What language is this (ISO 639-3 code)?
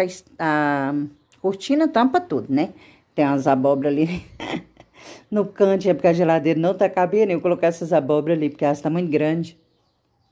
por